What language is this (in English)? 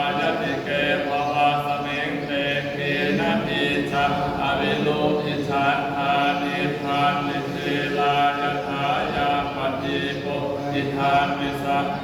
Pali